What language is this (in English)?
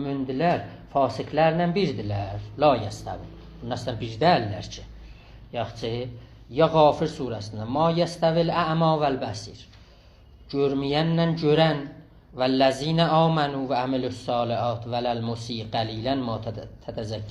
South Azerbaijani